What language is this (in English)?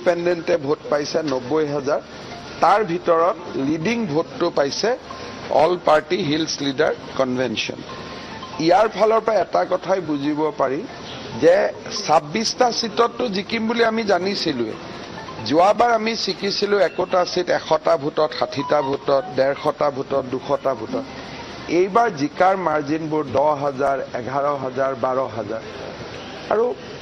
Assamese